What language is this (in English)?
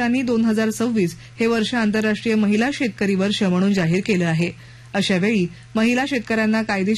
Marathi